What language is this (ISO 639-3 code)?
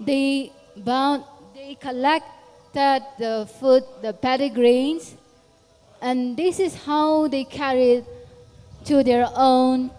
nmf